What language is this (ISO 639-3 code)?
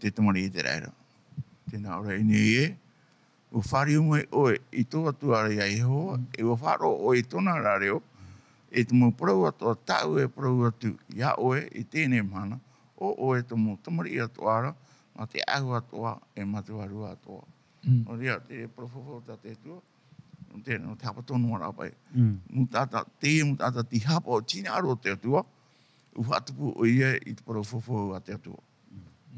tah